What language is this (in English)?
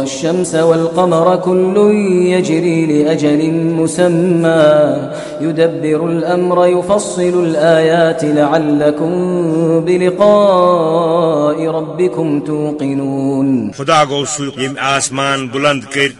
Kashmiri